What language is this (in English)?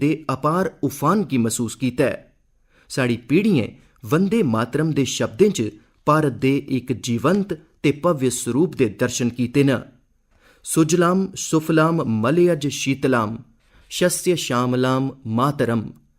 Dogri